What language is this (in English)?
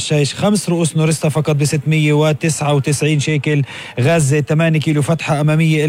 North Levantine Arabic